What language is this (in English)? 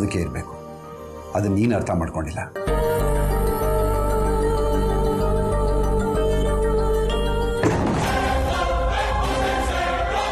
Kannada